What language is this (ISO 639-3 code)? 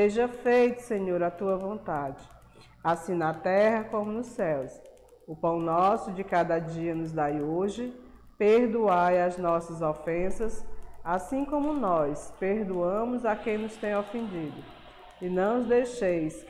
por